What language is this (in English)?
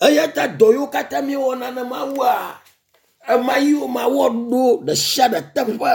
Ewe